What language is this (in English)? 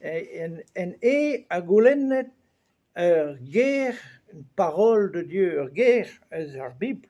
Breton